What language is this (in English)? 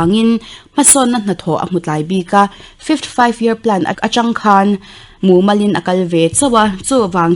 Mizo